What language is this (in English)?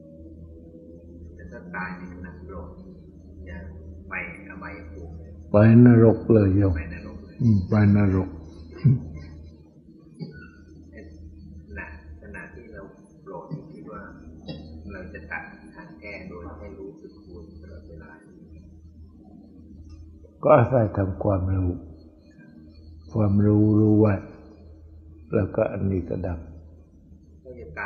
Thai